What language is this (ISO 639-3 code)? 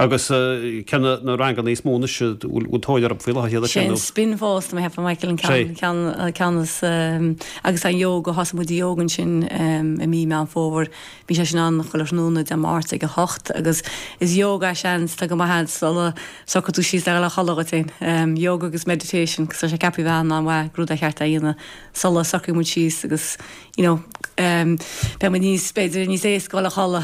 gle